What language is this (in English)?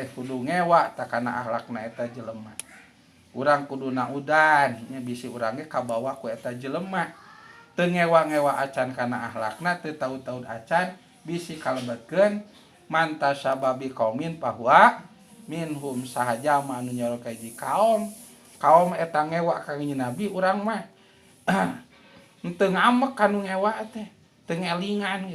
Sundanese